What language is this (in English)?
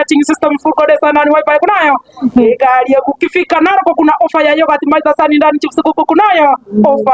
Gusii